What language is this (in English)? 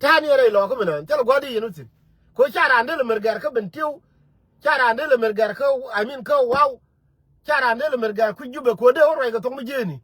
Nuer